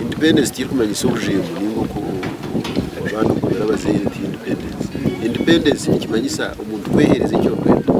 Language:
Nyankole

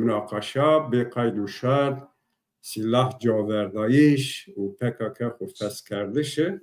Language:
Zaza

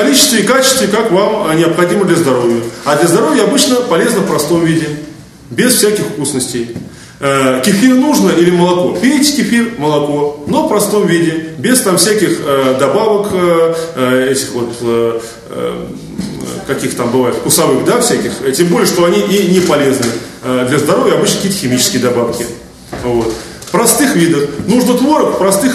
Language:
Russian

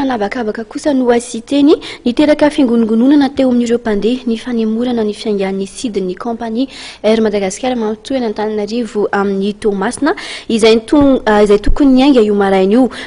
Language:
Malagasy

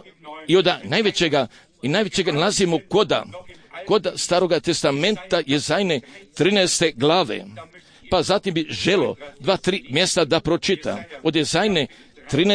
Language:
Croatian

